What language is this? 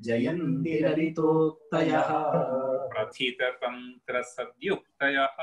Sanskrit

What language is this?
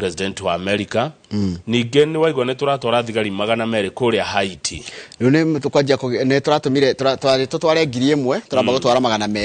Kikuyu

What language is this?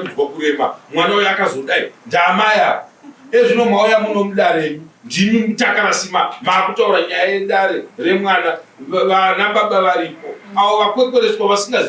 Shona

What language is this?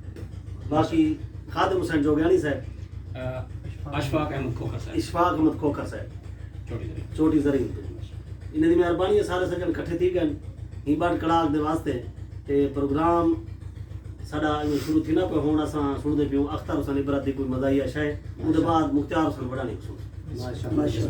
Saraiki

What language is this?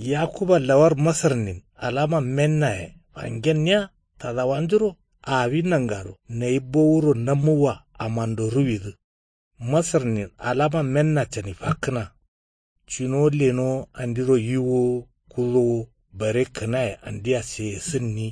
Kanuri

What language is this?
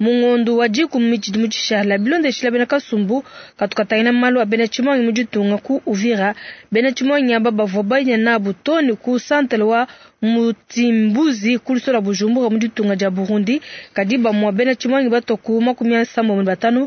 Luba-Lulua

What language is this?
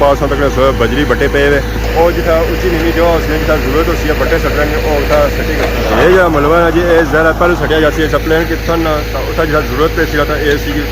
Pahari-Potwari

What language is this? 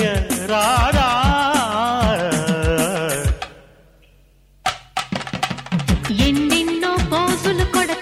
Telugu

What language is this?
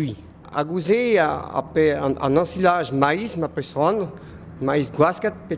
Breton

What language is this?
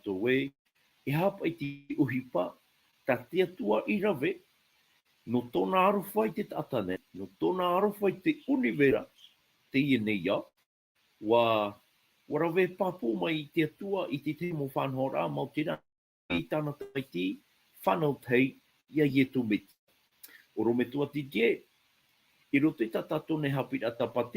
Tahitian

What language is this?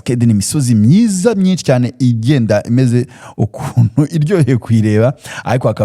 Kinyarwanda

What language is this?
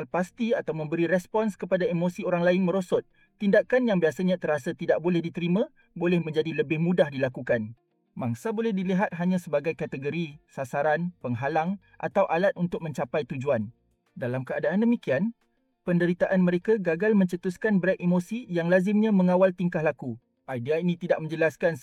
Malay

